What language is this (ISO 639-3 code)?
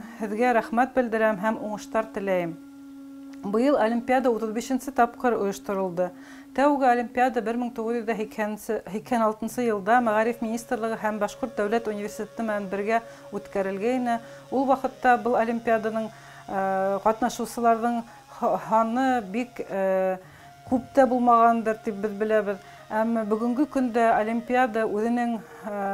bak